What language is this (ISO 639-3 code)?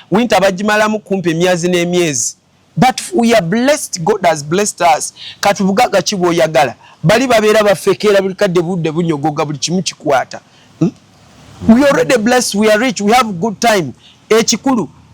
lug